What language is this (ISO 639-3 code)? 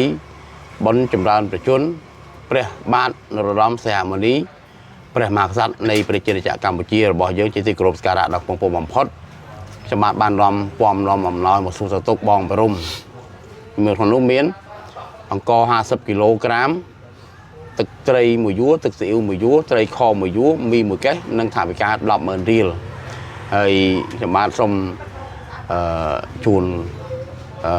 khm